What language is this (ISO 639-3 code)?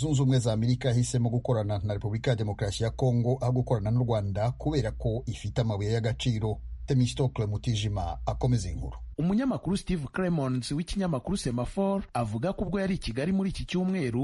kin